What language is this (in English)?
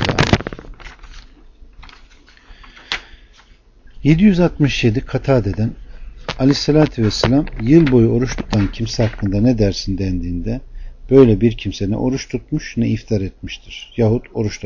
Turkish